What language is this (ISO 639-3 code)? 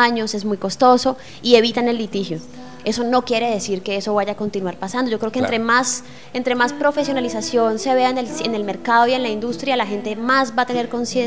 spa